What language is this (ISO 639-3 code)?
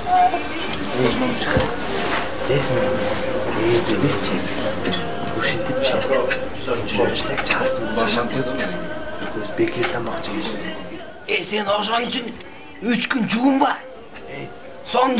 kir